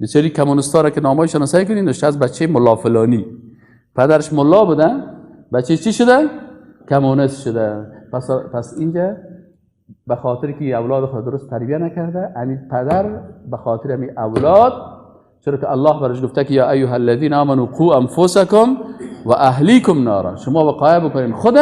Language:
Persian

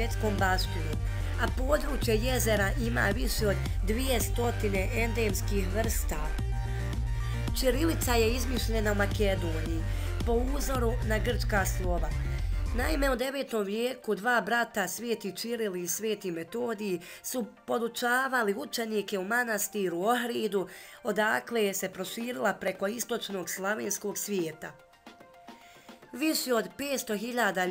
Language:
Bosnian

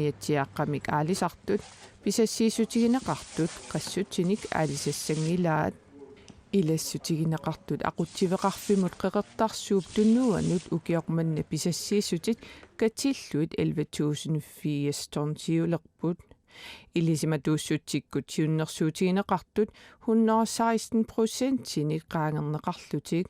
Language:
Kalaallisut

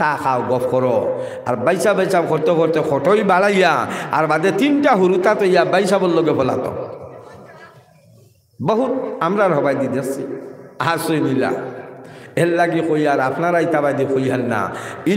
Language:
Sylheti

